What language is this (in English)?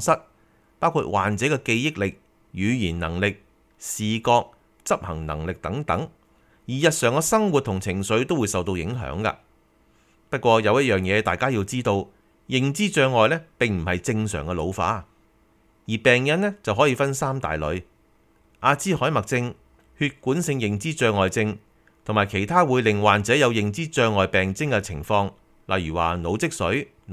Cantonese